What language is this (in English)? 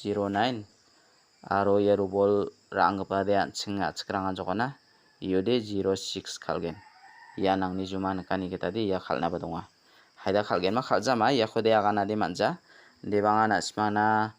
Garo